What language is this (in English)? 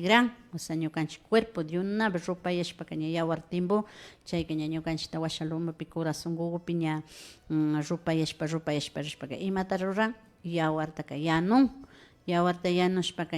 Imbabura Highland Quichua